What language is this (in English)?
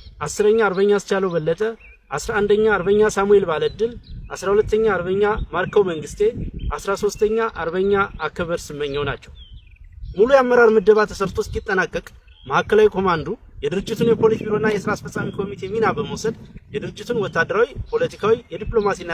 Amharic